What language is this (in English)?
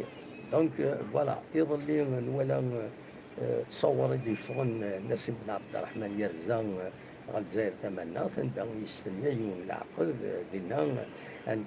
Kabyle